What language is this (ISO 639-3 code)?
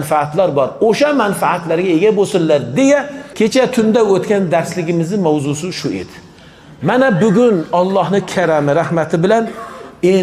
uzb